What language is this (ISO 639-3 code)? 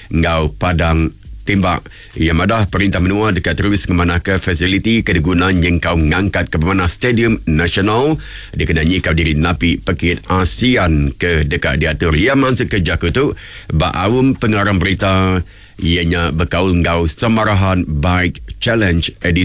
iba